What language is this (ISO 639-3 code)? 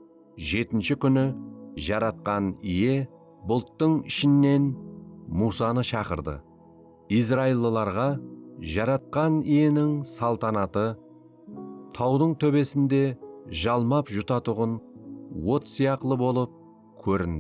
kaa